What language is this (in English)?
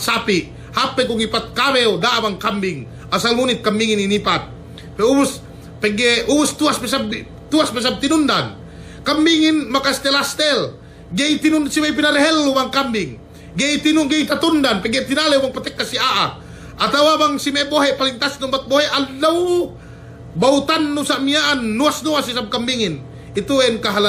Yakan